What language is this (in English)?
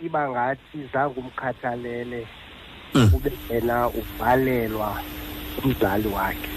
Xhosa